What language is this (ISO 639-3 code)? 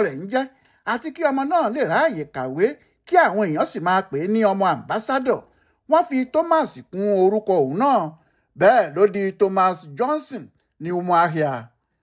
yor